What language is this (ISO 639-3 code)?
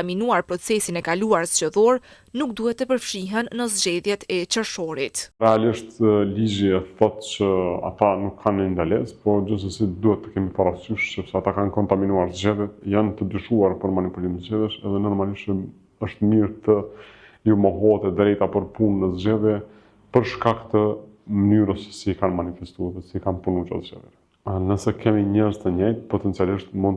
sqi